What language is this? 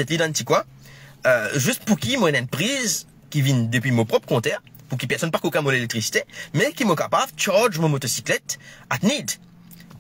Morisyen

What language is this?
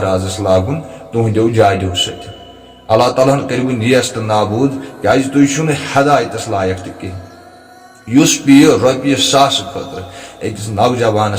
Kashmiri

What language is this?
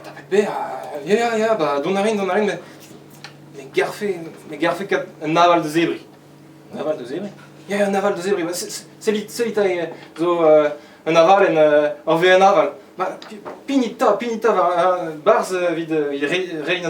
Breton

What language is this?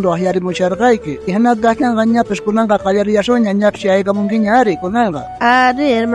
South Bolivian Quechua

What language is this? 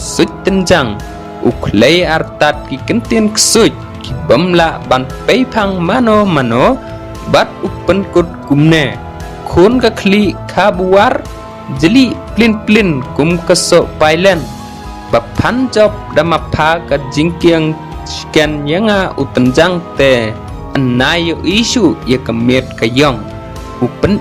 Khasi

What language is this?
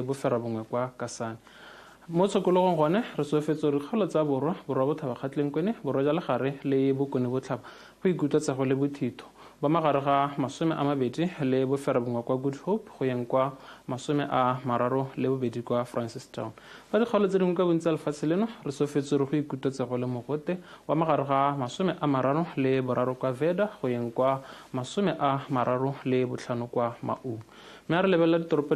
Tswana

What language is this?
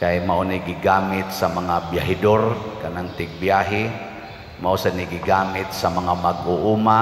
Cebuano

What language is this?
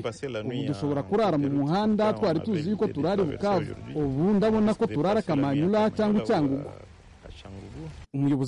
Kinyarwanda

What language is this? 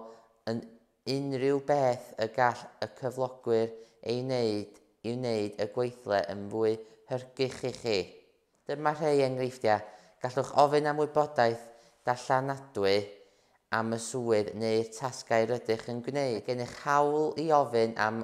Welsh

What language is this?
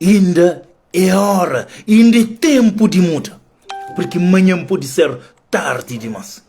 Kabuverdianu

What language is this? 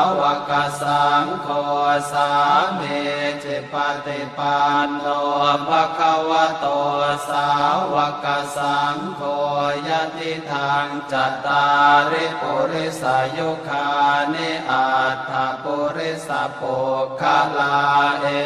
Pali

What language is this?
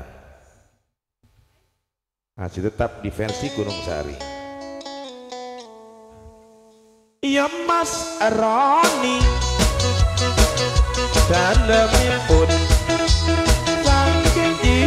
Madurese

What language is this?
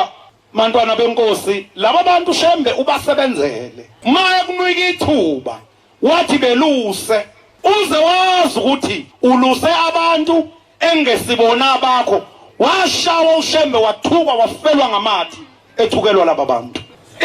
Zulu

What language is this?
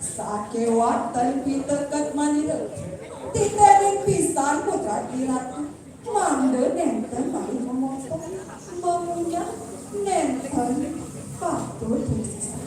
Balinese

